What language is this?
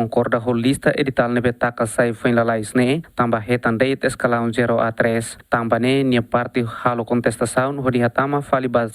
Tetum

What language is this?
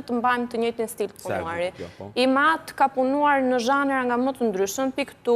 Albanian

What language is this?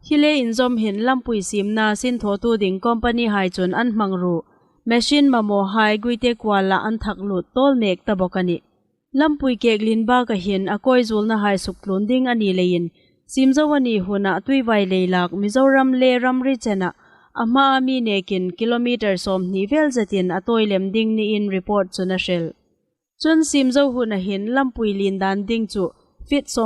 Hmar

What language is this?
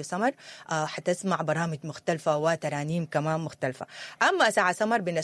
Sudanese Arabic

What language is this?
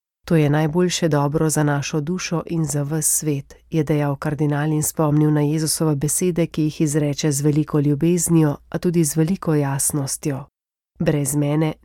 Slovenian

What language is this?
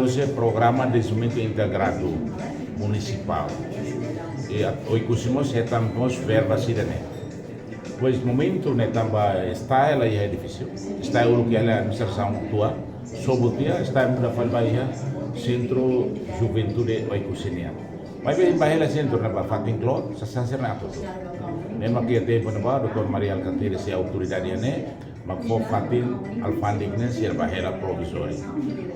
Tetum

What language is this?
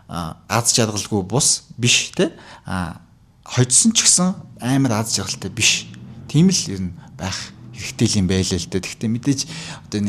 Mongolian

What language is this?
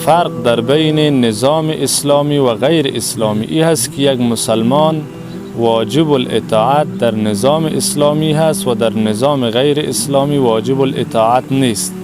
Persian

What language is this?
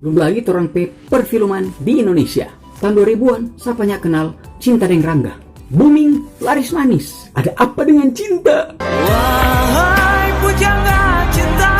Manado Malay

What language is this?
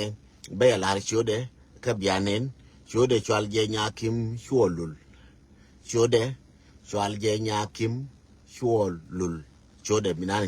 Nuer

